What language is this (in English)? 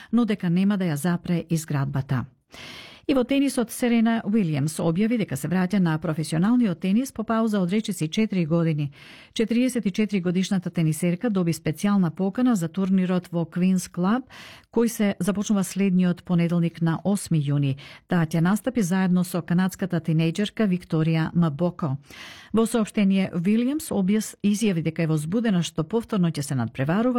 Macedonian